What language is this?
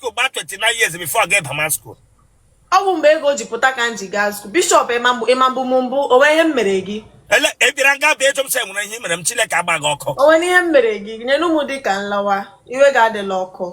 Igbo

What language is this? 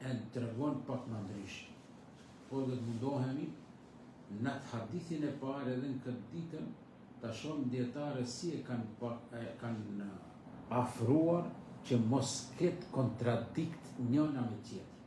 Albanian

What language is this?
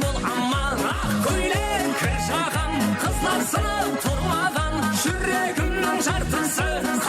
Kara-Kalpak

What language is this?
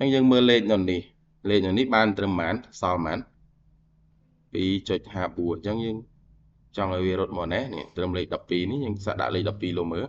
Khmer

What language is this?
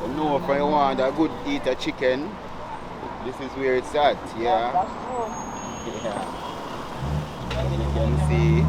Jamaican Creole English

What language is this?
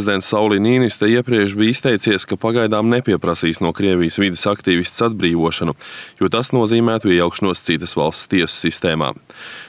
Latvian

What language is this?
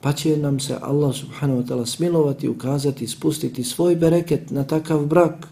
Bosnian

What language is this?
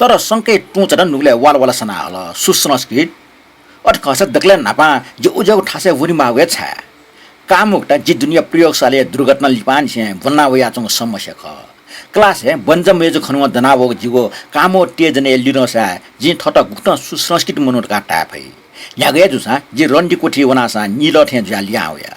Newari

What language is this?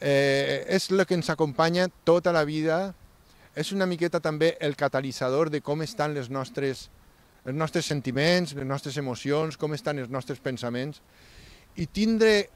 Catalan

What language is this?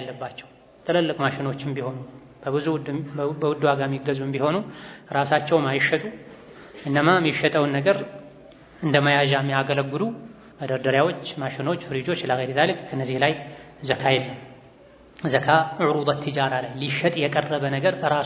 Amharic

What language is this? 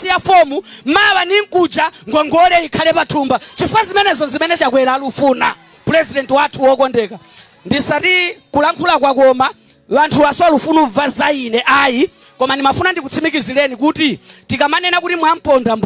Nyanja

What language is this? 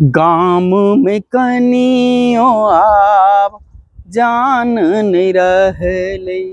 Maithili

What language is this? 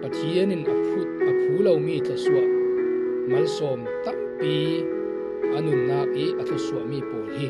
Falam Chin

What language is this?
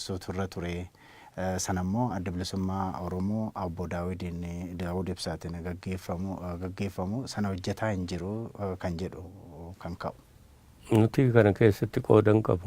Oromo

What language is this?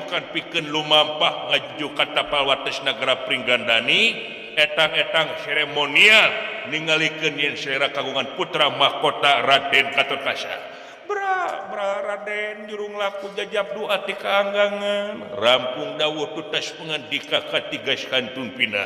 Sundanese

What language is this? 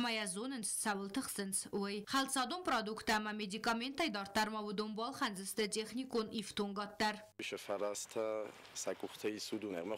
Ossetic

